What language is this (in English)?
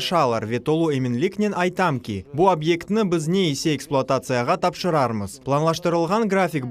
Crimean Tatar